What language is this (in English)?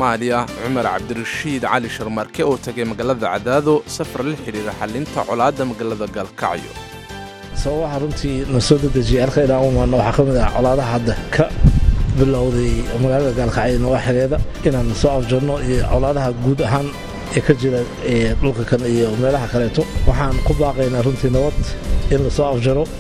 Somali